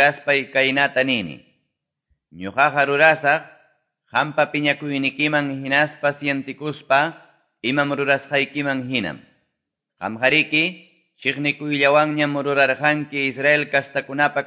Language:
Ayacucho Quechua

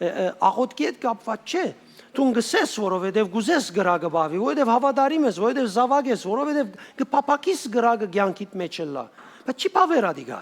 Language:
Western Armenian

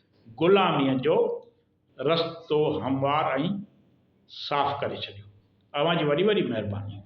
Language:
Sindhi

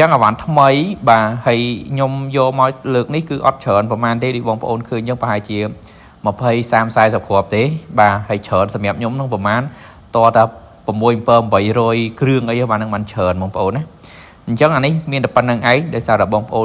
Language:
Khmer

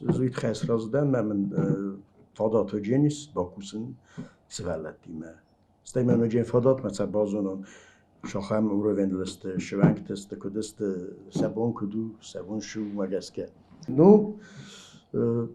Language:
Ossetic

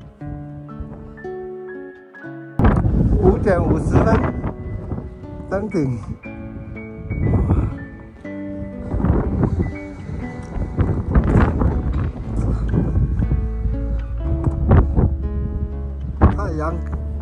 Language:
Chinese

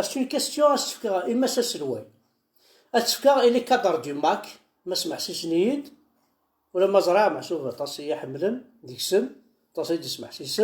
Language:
Kabyle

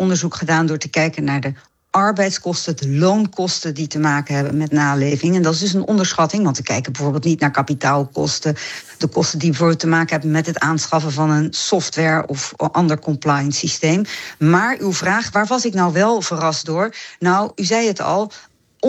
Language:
Dutch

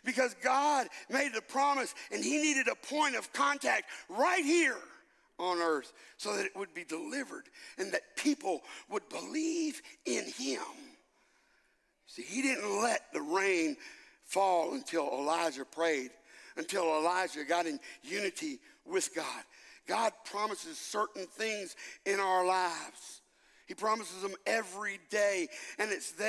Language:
English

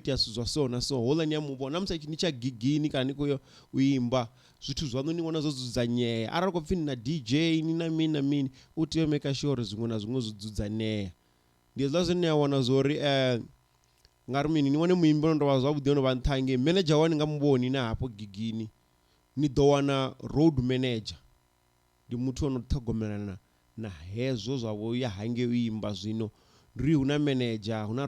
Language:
Venda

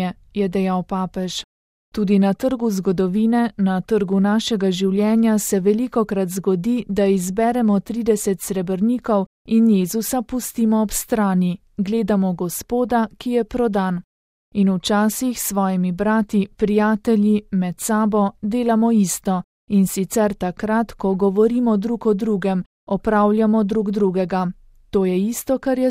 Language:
Slovenian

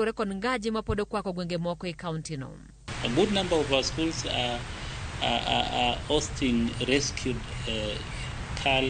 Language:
Luo (Kenya and Tanzania)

